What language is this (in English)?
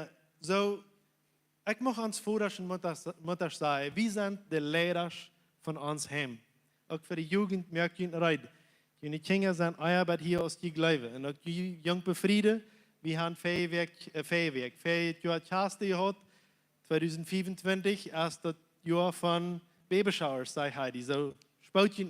Plautdietsch